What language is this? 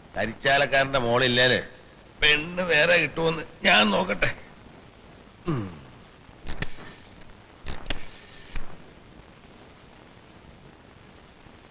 Malayalam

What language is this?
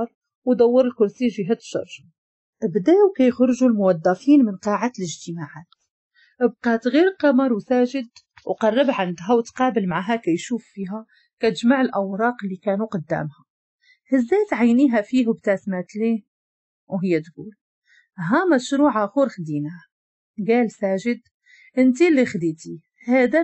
Moroccan Arabic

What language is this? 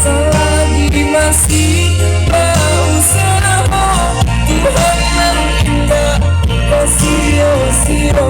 Minangkabau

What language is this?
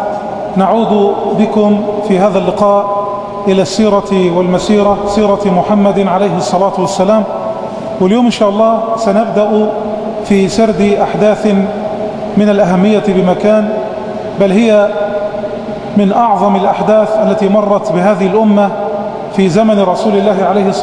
Arabic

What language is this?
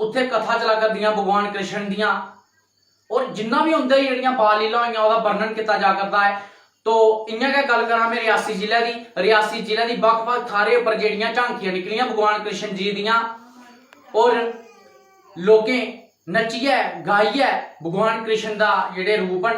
Dogri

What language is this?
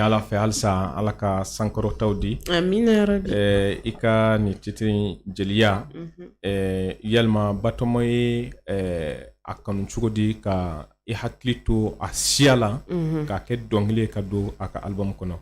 Bambara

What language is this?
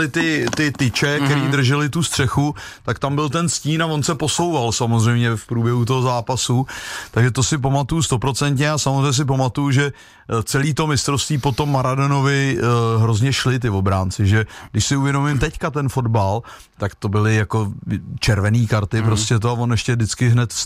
Czech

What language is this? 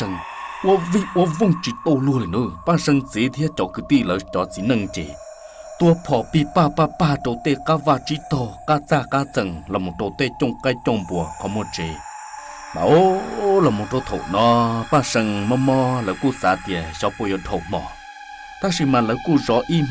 Hmong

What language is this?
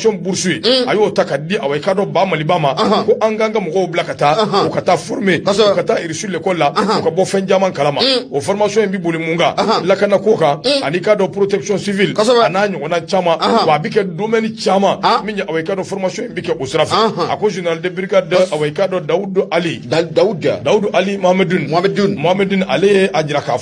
Bambara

